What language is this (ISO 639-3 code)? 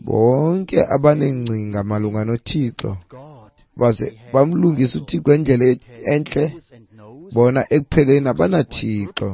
xho